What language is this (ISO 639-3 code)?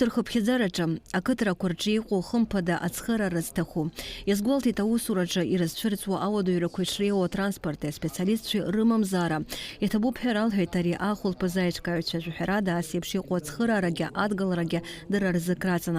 abk